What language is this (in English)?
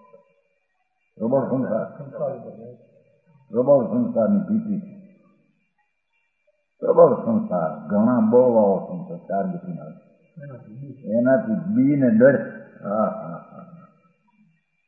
Gujarati